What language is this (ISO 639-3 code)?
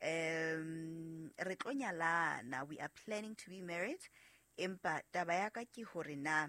sot